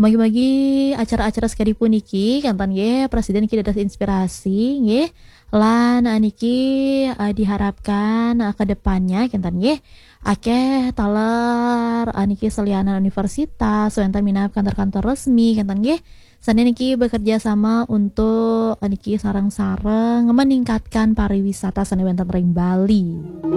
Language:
Balinese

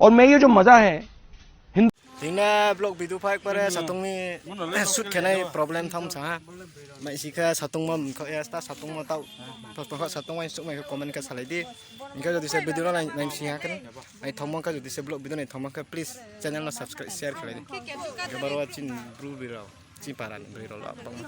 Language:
Riang (India)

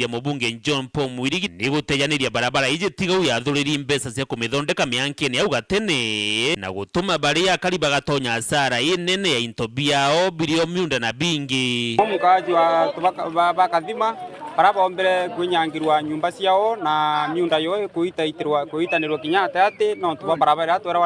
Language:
Meru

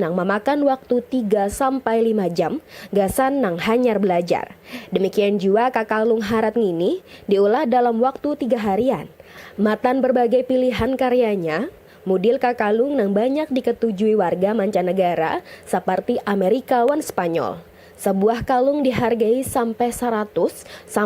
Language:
Banjar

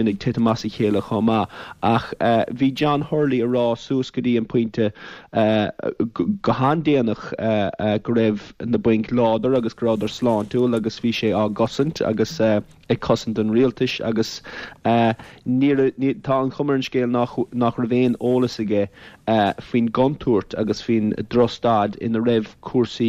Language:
Irish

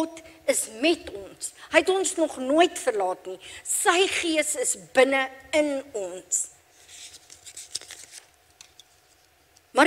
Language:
Afrikaans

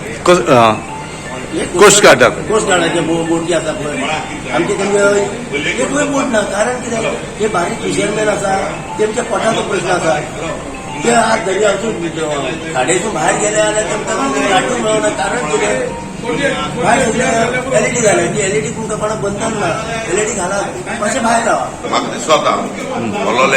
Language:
Konkani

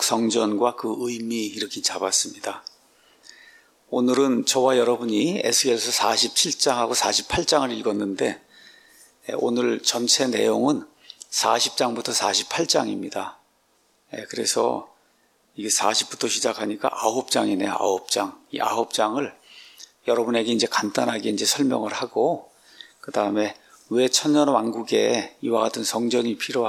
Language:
Korean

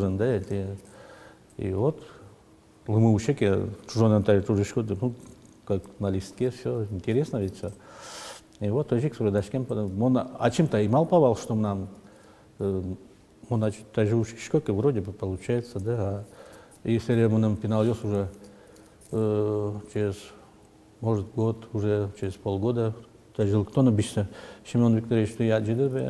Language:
Udmurt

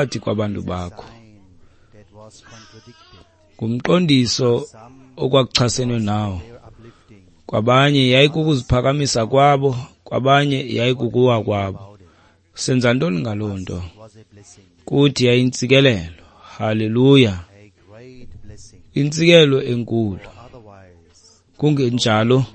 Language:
Xhosa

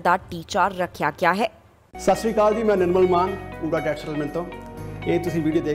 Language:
Punjabi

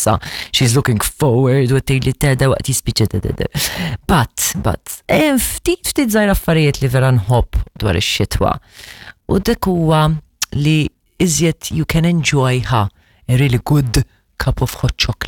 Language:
Maltese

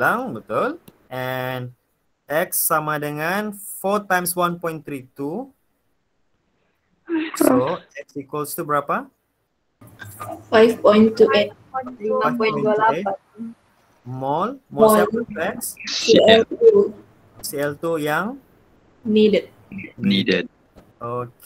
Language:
Malay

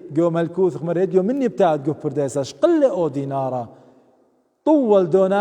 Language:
Assyrian Neo-Aramaic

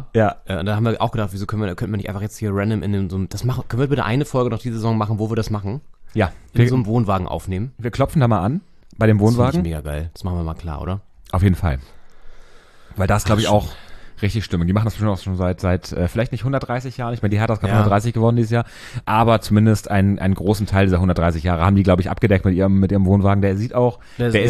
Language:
German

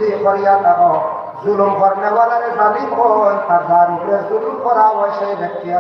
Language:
Sylheti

